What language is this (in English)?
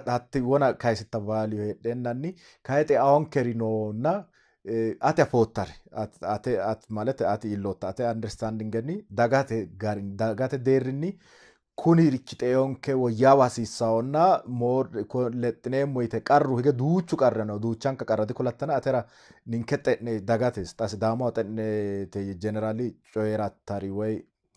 Sidamo